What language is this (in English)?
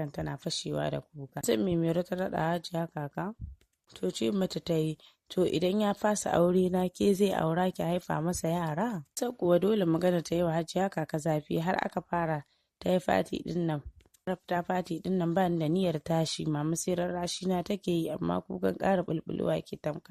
Hausa